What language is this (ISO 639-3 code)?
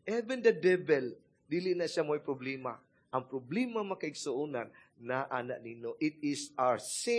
ceb